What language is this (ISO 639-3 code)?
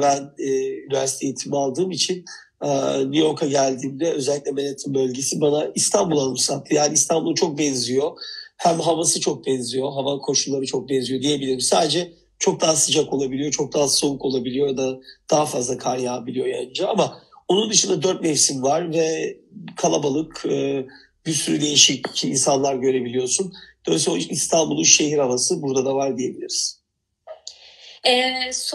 tur